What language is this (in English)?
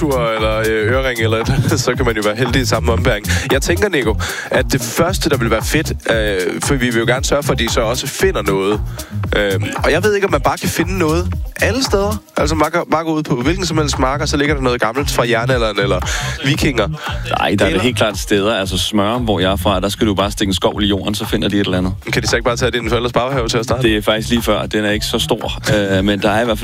Danish